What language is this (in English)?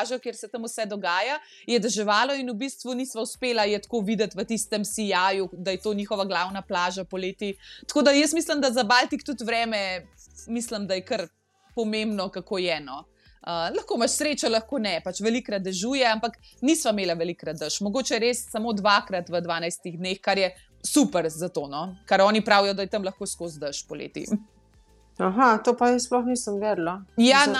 Slovenian